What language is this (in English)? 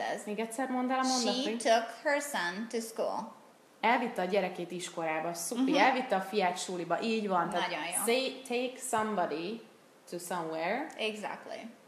Hungarian